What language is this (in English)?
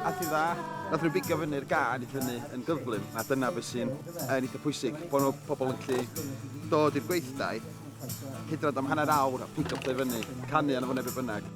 Welsh